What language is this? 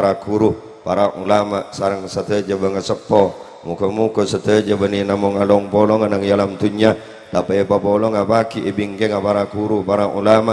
Madurese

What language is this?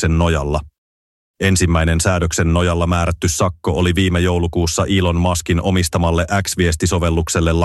Finnish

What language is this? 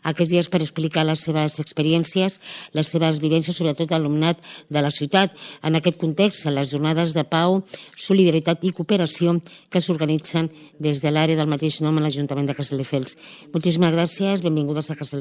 Catalan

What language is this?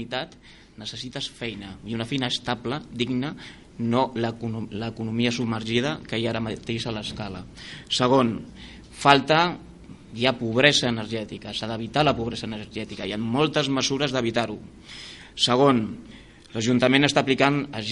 Catalan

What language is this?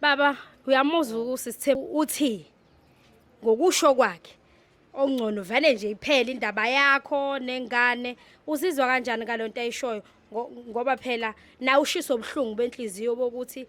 Zulu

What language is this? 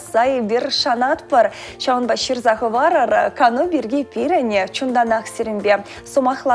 Chuvash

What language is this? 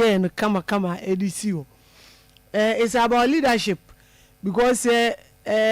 Akan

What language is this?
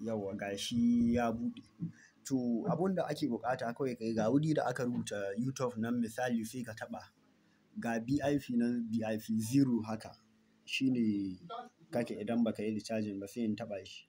Hausa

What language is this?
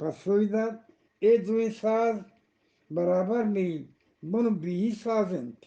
Eastern Balochi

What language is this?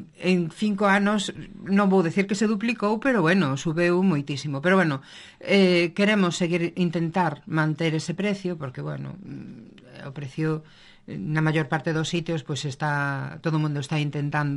Galician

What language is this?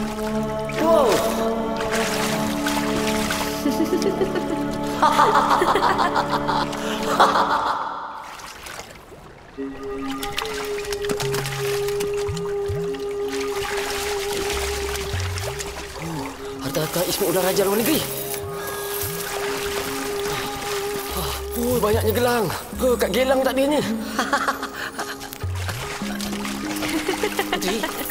Malay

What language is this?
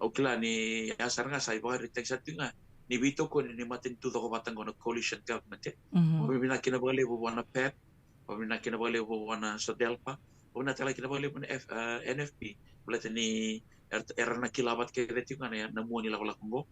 Fijian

